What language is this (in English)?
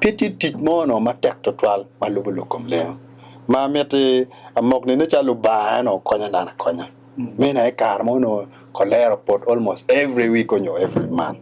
Acoli